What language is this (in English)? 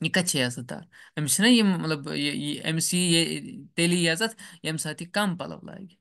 Kashmiri